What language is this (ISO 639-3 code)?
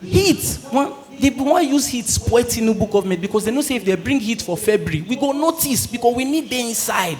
pcm